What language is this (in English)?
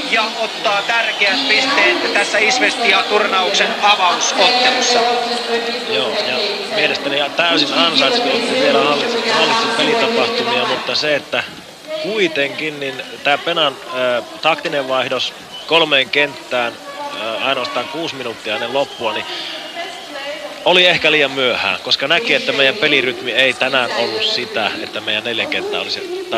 Finnish